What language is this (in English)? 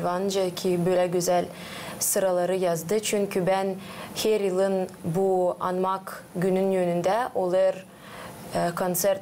Gagauz